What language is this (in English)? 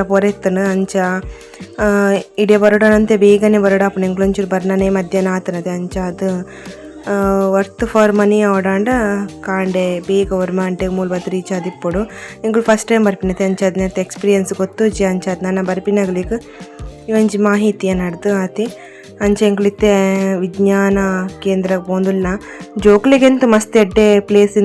Tulu